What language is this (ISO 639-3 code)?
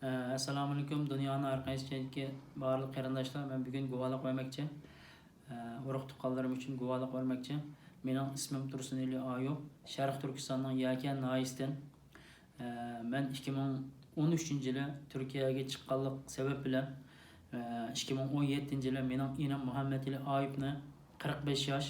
uig